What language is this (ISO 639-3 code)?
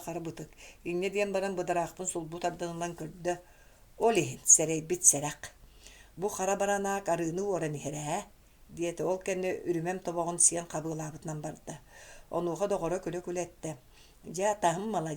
sah